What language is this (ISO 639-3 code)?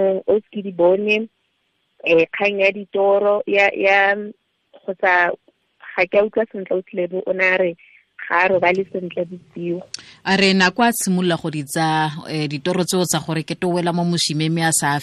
tsn